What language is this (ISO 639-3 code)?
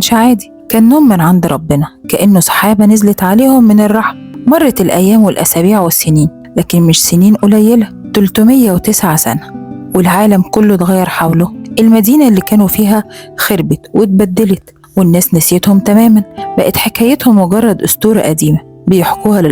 arz